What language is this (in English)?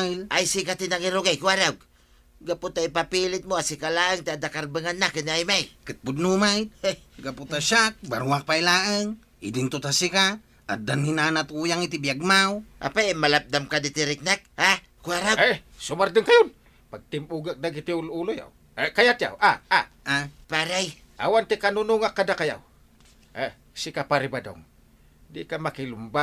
Iloko